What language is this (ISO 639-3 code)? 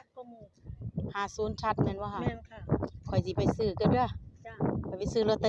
tts